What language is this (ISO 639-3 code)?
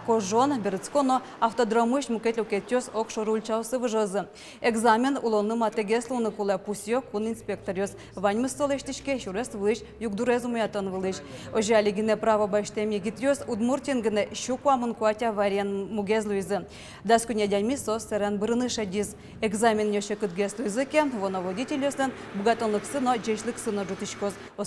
udm